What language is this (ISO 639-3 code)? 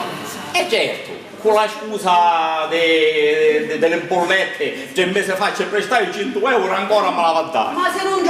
scn